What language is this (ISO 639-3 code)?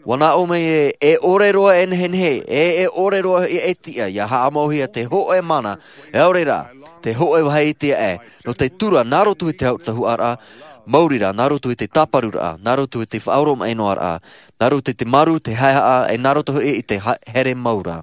tah